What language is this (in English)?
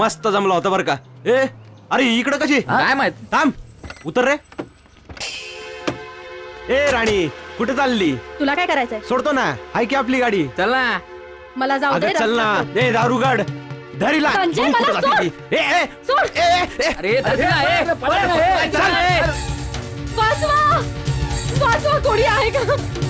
Marathi